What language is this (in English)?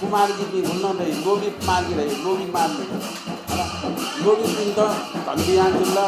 Newari